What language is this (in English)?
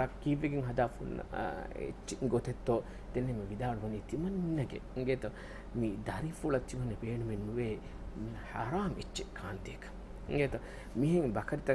Divehi